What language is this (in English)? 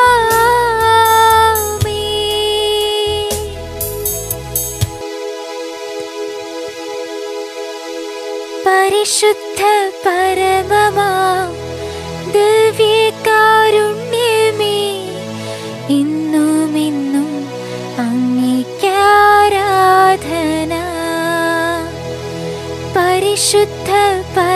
Malayalam